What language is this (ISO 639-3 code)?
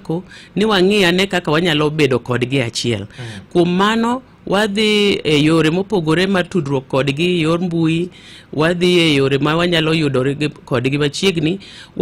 luo